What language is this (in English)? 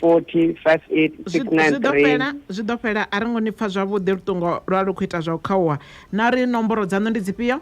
Venda